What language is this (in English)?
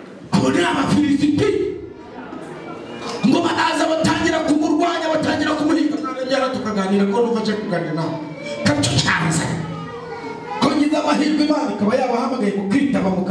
Kinyarwanda